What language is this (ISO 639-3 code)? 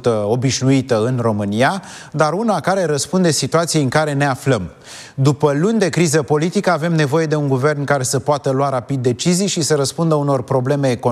ron